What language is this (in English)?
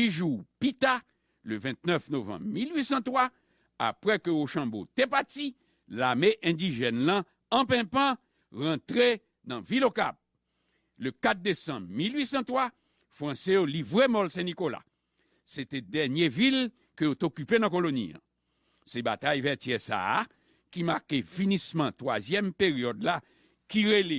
Haitian Creole